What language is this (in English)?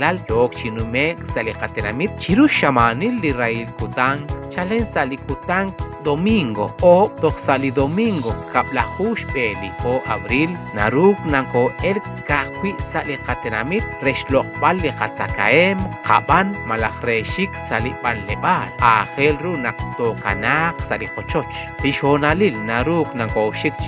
Kekchí